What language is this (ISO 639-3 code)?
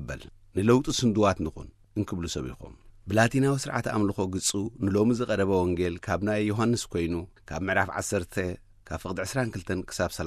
tir